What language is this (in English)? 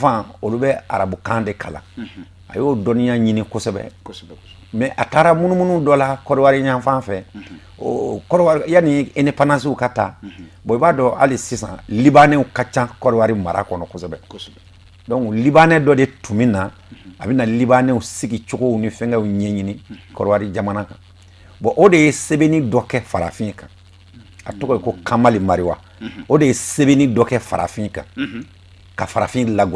Bambara